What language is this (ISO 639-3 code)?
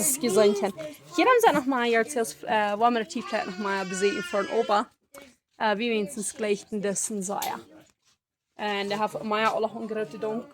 pdt